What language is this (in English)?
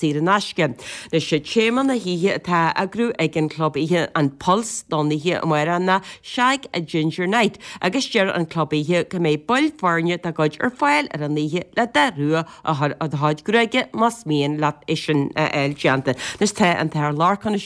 Irish